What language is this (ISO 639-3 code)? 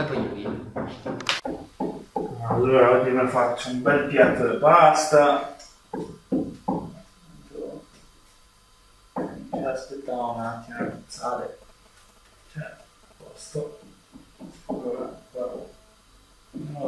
ita